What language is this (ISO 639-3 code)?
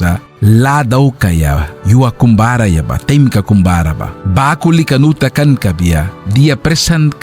miq